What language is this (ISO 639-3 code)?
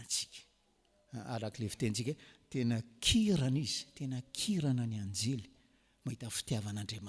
mlg